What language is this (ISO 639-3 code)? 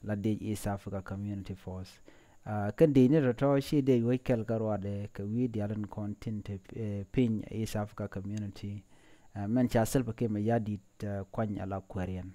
nus